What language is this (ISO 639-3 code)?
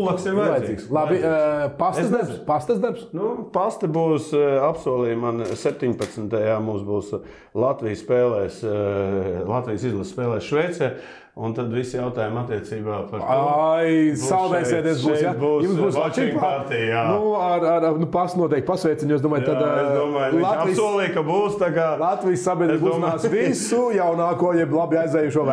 lav